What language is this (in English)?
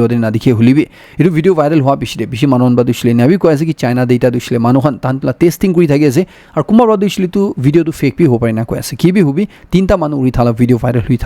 Naga Pidgin